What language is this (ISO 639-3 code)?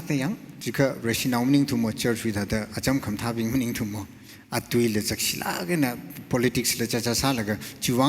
nmf